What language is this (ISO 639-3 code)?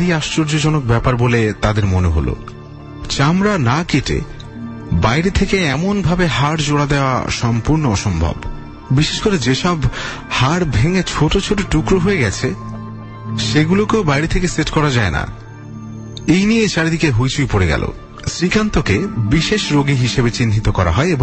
ben